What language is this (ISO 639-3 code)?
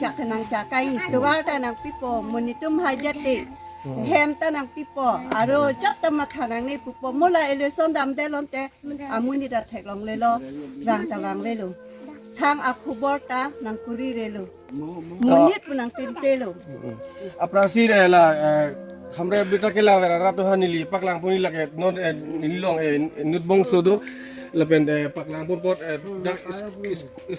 mjw